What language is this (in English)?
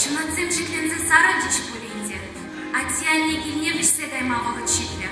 Chuvash